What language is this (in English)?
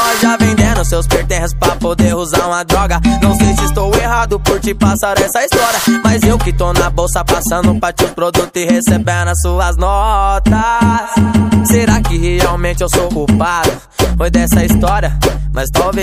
Portuguese